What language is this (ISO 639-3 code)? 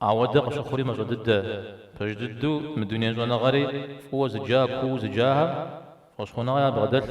kbd